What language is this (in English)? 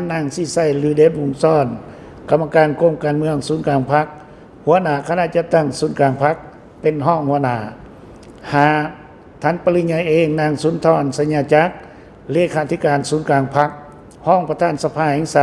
Lao